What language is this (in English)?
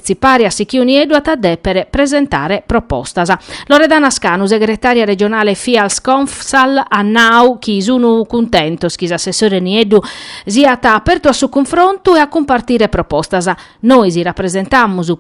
Sardinian